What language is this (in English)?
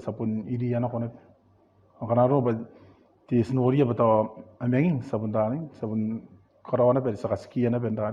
Gilbertese